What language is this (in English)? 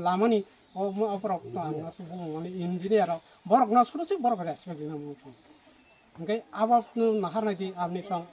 Kok Borok